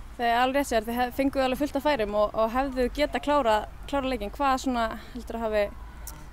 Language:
Icelandic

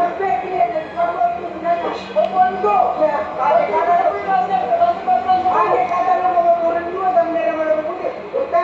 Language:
Betawi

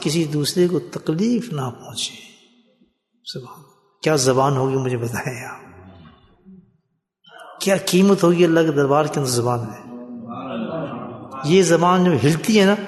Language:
Urdu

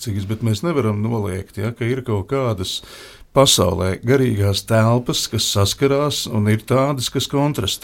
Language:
Latvian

